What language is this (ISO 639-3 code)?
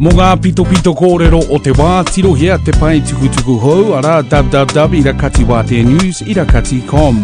mri